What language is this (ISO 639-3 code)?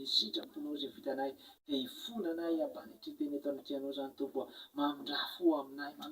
mlg